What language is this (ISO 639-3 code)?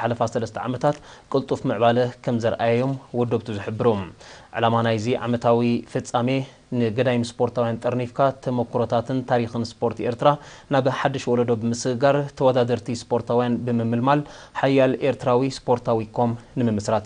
tir